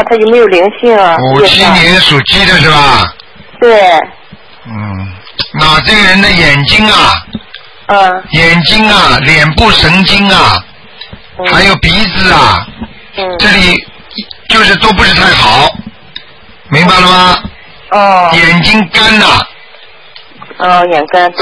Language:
Chinese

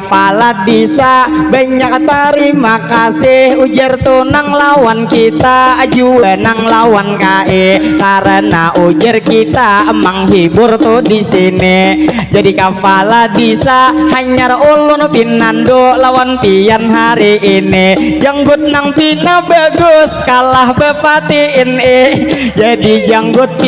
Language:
Banjar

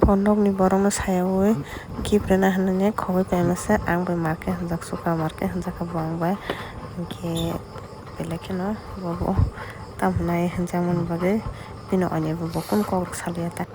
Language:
Kok Borok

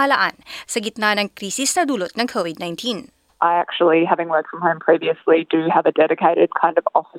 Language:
Filipino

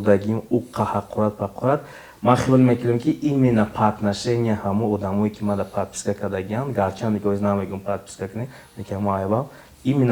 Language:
Tajik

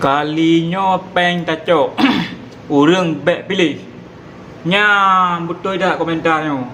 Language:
Achinese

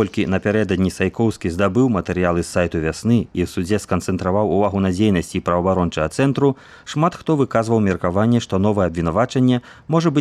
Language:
Belarusian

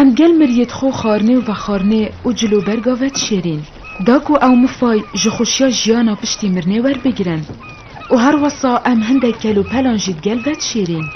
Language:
Kurdish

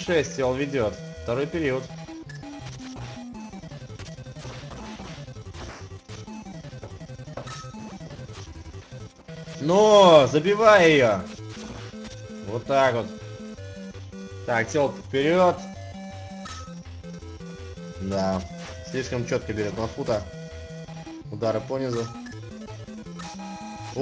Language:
Russian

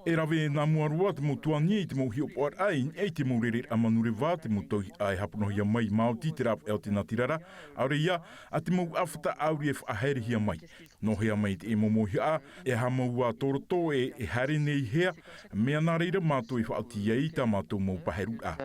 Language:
Tahitian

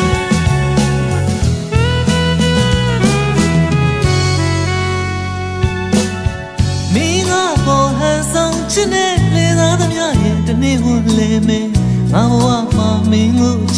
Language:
Burmese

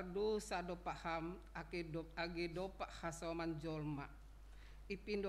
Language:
Batak Simalungun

